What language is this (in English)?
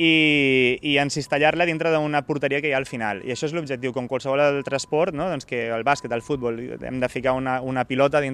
Catalan